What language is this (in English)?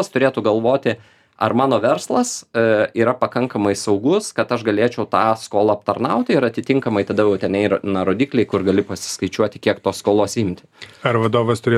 Lithuanian